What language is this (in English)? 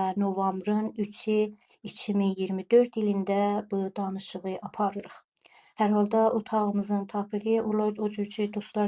South Azerbaijani